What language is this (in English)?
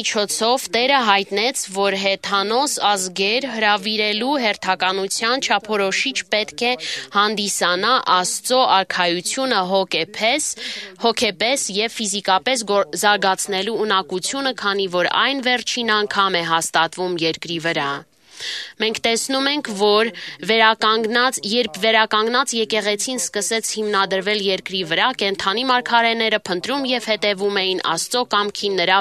Armenian